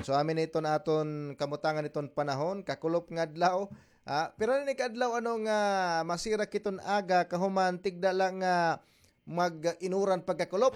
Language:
Waray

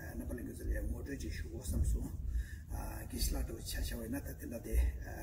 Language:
Tibetan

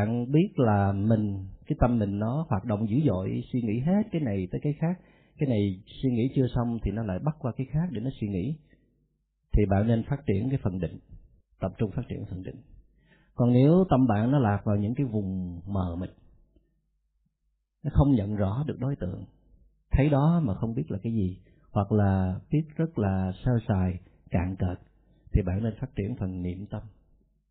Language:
Vietnamese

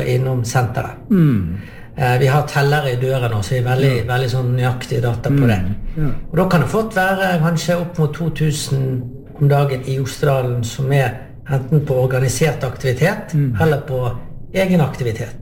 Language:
Norwegian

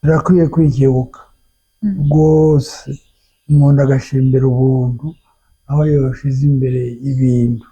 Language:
Rundi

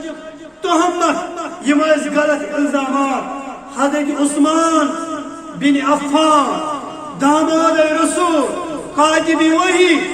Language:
Kashmiri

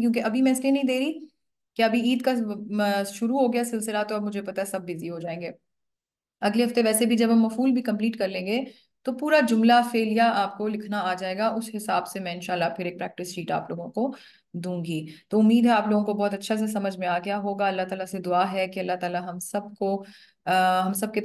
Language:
Urdu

